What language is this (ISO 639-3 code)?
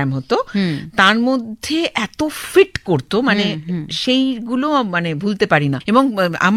ben